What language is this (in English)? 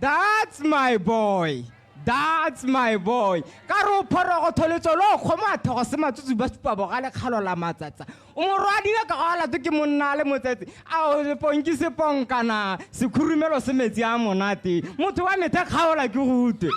Tswana